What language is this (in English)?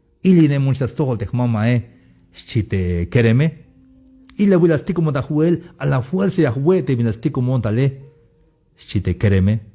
Tzeltal